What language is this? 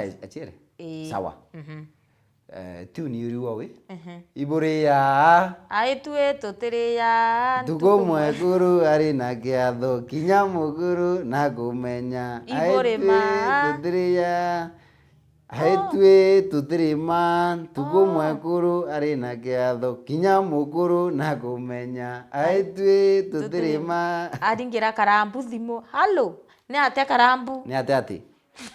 Meru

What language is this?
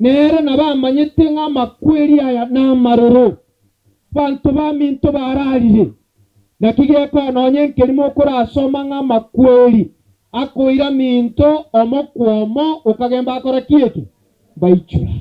Gusii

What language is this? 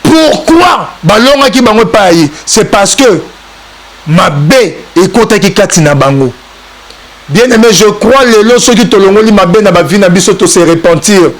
Lingala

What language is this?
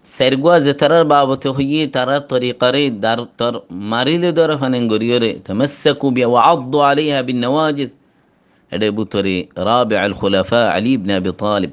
Rohingya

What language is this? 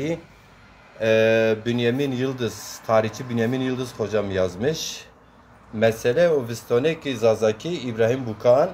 Zaza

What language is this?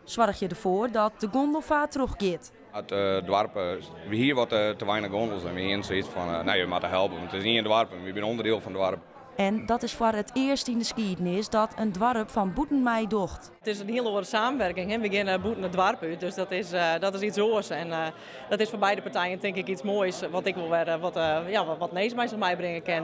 Western Frisian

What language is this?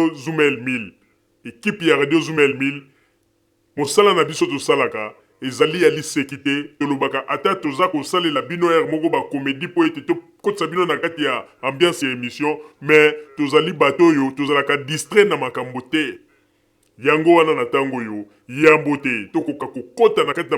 Lingala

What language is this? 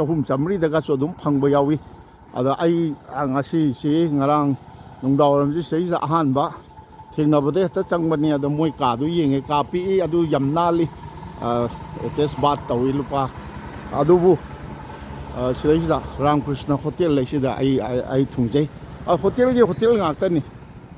Manipuri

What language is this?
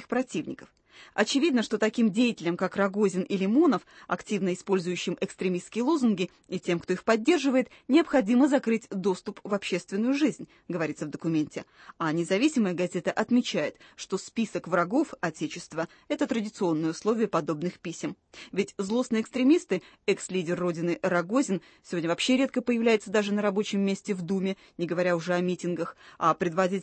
Russian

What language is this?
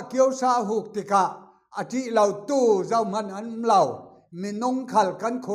Falam Chin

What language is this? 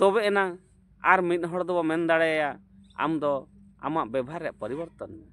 Santali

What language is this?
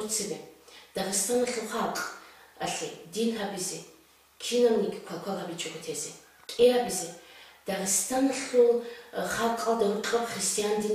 Avaric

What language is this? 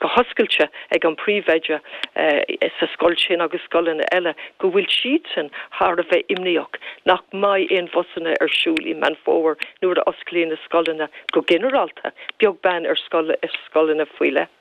Irish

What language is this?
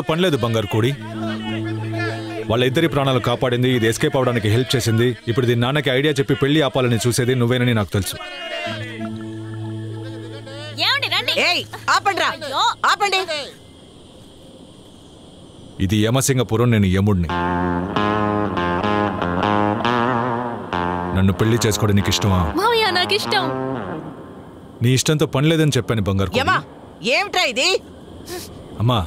Telugu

